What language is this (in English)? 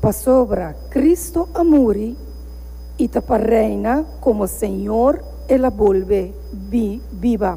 Papiamento